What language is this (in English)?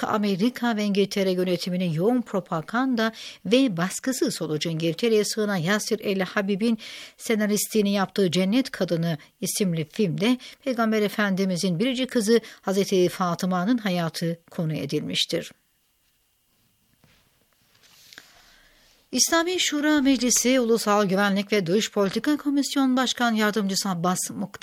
Turkish